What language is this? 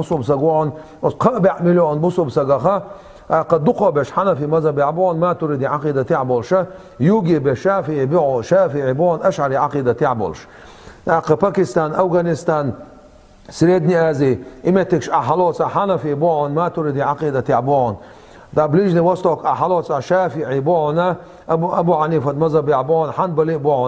Chechen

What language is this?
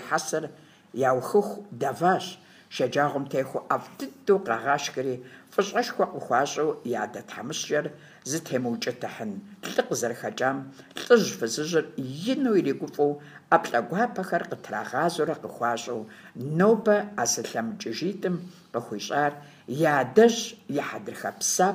Kabardian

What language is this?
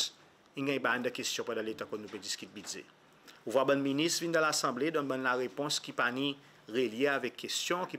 Seselwa Creole French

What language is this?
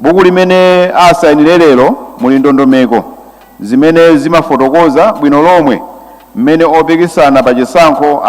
Nyanja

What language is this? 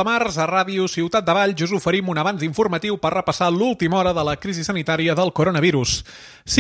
Catalan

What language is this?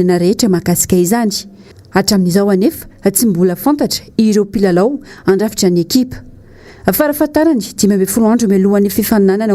Malagasy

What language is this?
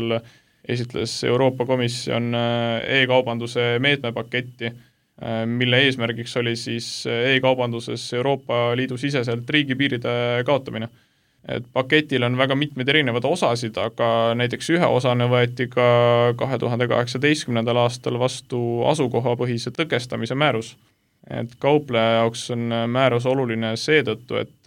Estonian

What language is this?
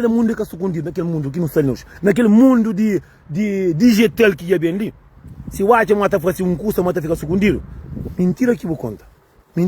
Kabuverdianu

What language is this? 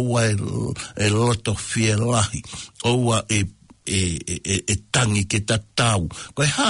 Tongan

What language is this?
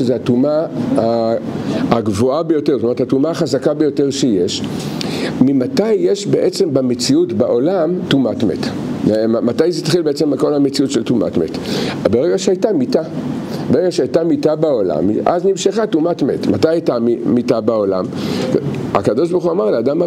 Hebrew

